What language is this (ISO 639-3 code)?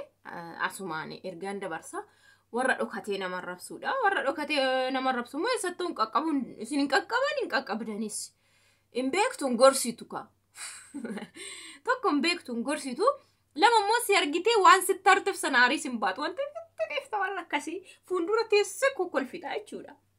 orm